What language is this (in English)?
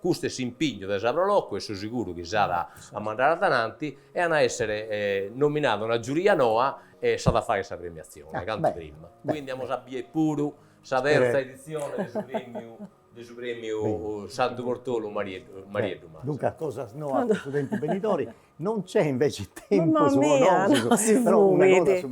Sardinian